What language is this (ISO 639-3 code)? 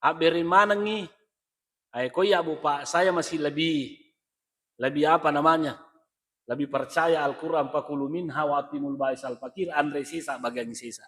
bug